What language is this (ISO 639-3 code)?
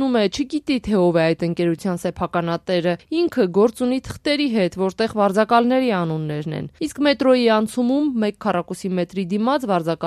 hye